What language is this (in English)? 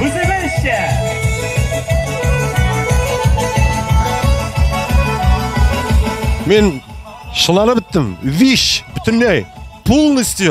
Tatar